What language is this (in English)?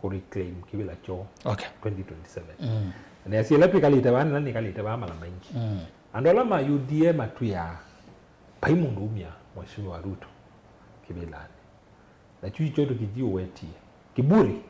Kamba